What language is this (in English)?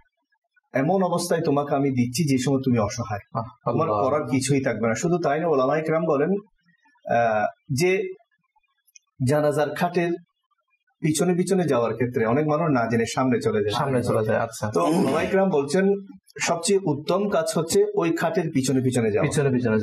Bangla